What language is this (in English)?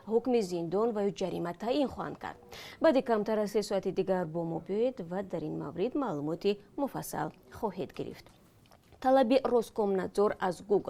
Tajik